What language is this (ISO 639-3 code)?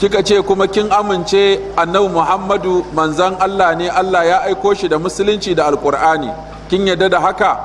hau